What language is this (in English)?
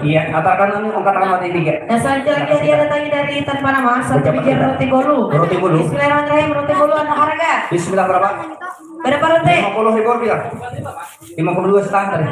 Banjar